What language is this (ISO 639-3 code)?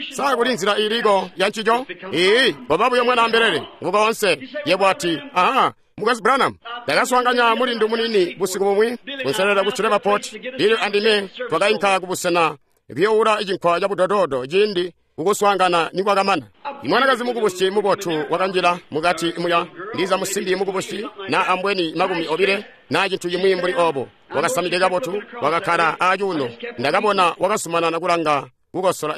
toi